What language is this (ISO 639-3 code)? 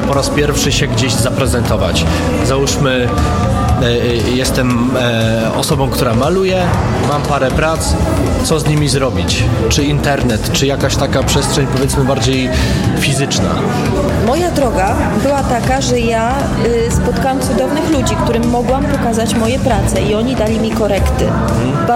pol